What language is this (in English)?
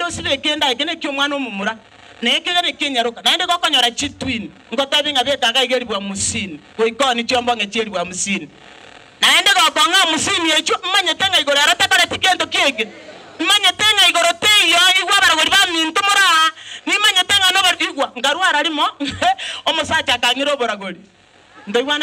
Gusii